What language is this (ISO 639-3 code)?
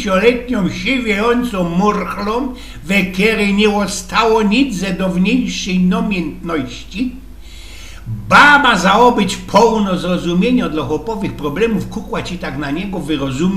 szl